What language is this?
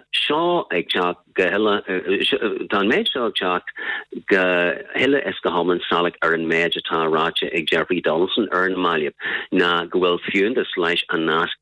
Irish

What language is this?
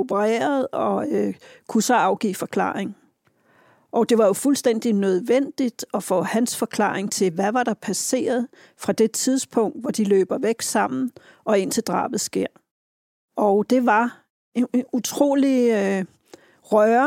Danish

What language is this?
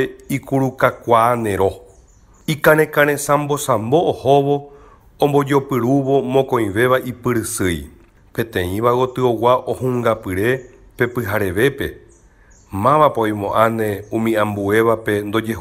Guarani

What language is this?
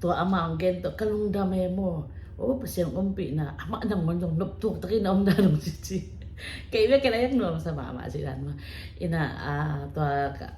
Tedim Chin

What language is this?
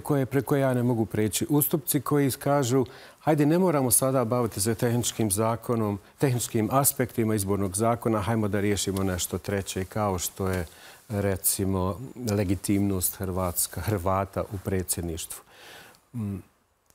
Bosnian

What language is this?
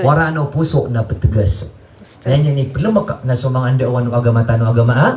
Maranao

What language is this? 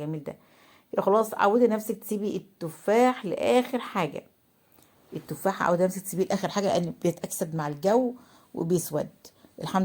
Egyptian Arabic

